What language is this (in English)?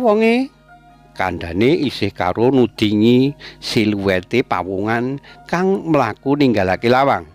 Javanese